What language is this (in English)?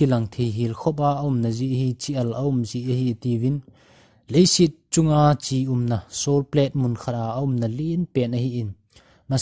Thado Chin